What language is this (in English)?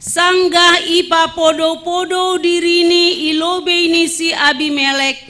Batak Simalungun